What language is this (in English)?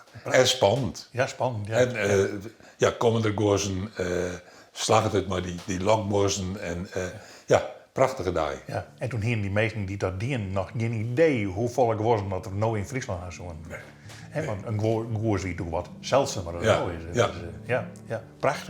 Western Frisian